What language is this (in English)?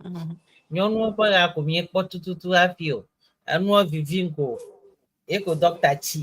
Ewe